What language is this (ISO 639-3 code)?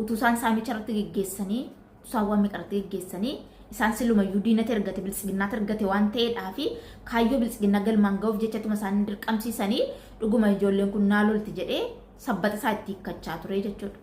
orm